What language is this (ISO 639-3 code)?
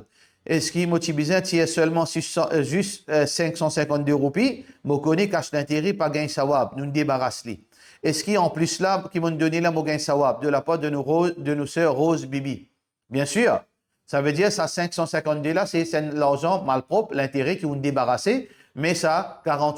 mfe